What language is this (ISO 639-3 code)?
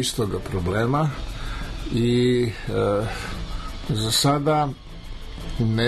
srp